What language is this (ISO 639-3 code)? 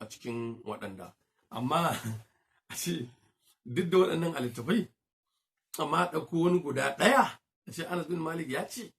hau